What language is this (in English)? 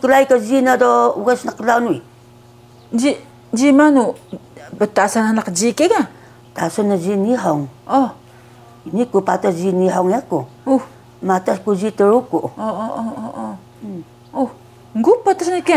Taroko